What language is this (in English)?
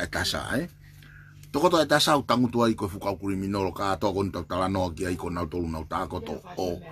Tongan